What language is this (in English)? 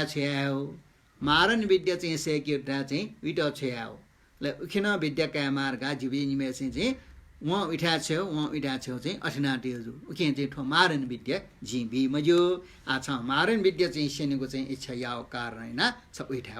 Newari